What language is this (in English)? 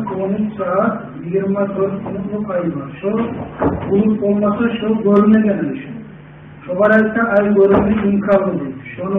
Kumyk